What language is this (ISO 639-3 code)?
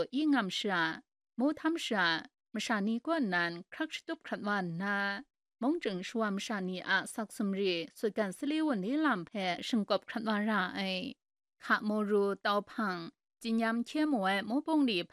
kac